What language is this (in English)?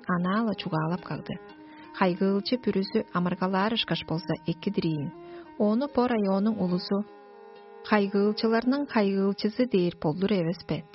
Tuvinian